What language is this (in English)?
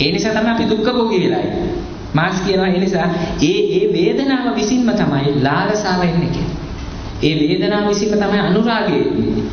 Sinhala